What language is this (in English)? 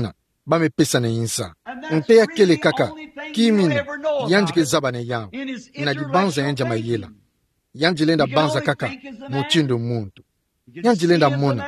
Kituba (Democratic Republic of Congo)